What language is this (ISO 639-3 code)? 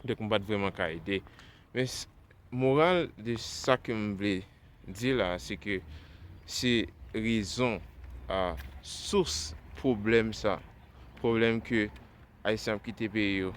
hat